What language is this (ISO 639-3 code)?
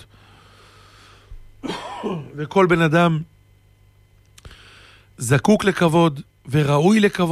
heb